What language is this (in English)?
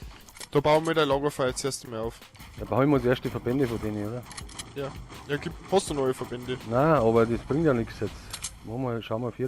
Bavarian